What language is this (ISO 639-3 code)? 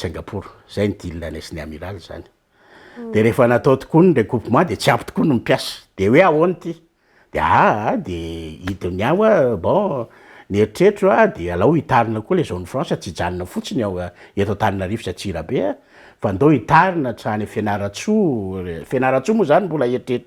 mlg